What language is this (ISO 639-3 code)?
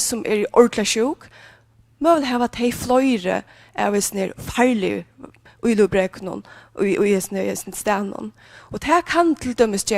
fao